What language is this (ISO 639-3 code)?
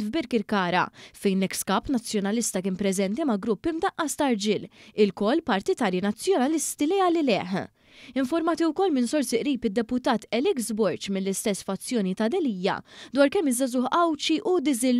mlt